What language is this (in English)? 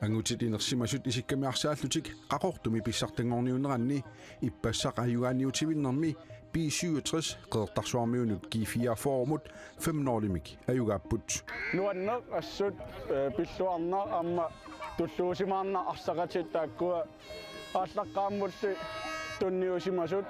Kalaallisut